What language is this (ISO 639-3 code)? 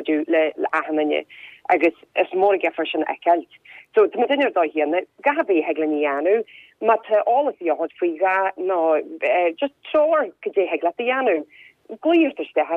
gle